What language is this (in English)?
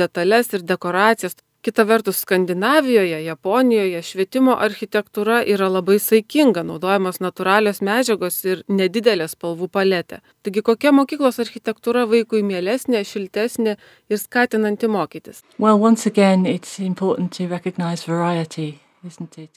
Lithuanian